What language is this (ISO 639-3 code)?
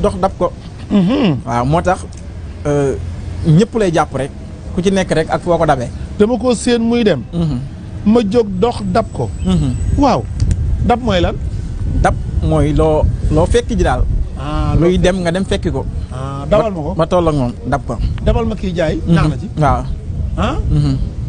wol